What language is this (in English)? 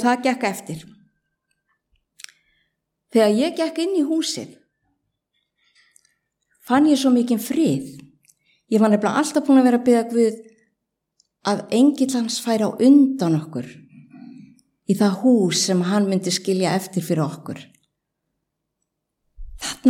Icelandic